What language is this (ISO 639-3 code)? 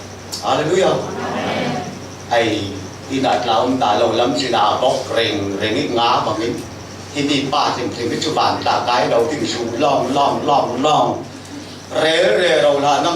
cfm